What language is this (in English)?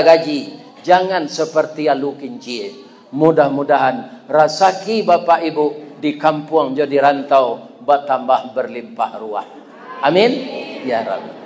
Minangkabau